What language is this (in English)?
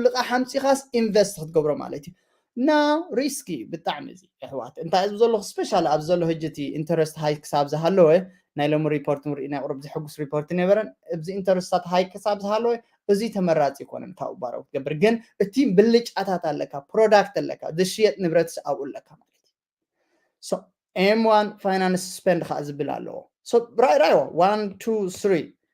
Tigrinya